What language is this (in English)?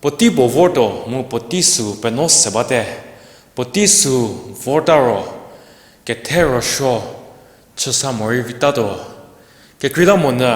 Angami Naga